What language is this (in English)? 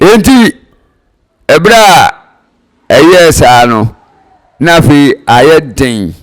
Akan